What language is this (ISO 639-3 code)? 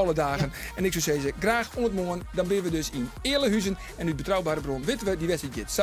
fry